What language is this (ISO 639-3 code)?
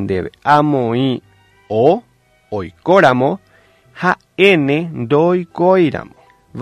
grn